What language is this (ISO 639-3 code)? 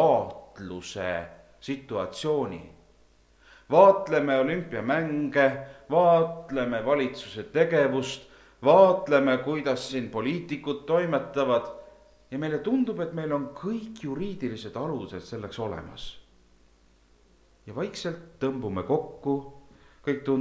est